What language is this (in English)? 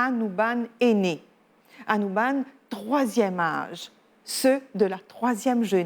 Morisyen